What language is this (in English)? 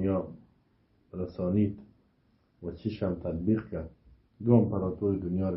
Persian